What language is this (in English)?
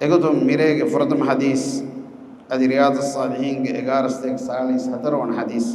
Divehi